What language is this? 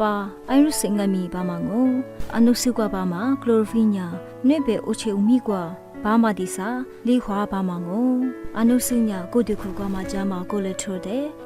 Lisu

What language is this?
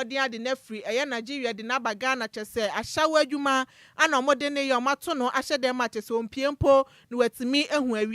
Akan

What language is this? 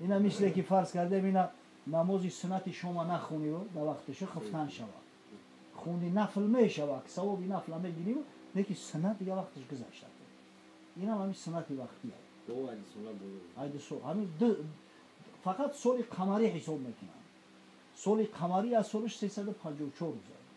Tajik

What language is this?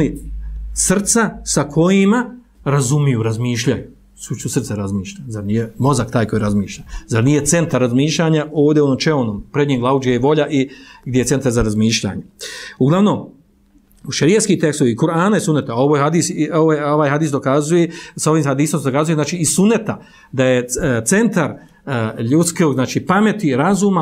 Bosnian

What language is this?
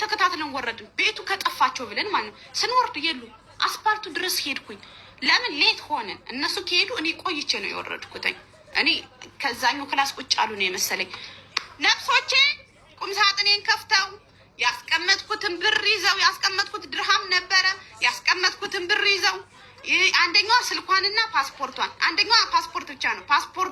Amharic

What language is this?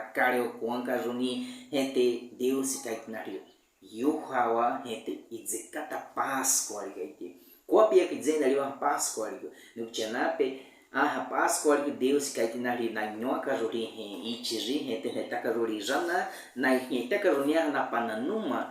Baniwa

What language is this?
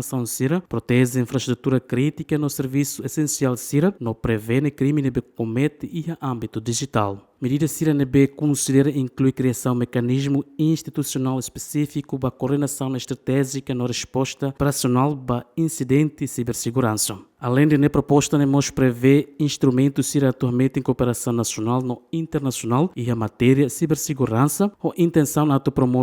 Tetum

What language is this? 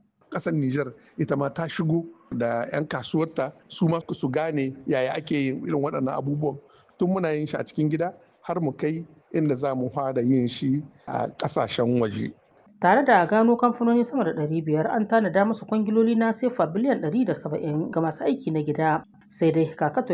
Hausa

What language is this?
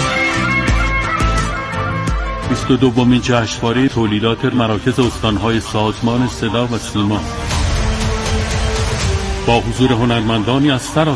Persian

